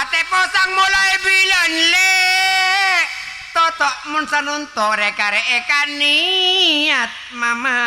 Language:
Madurese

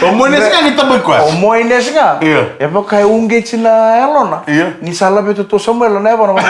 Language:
Fijian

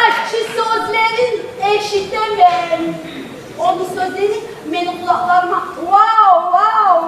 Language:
Kumyk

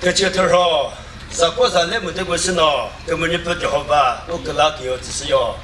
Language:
Chokri Naga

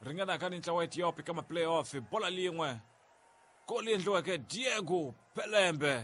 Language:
Tsonga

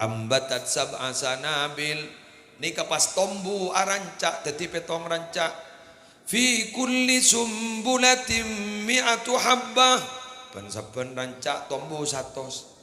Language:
Madurese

